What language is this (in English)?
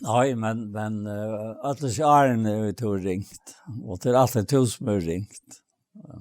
Faroese